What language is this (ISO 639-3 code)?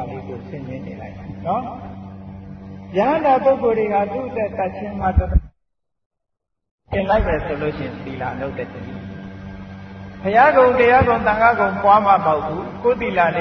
mya